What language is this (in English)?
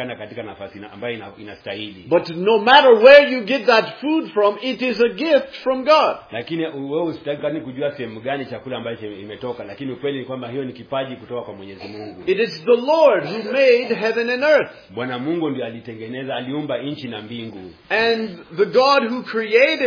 Swahili